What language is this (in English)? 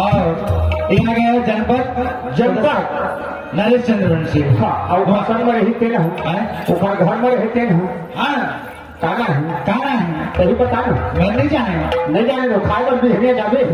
Chhattisgarhi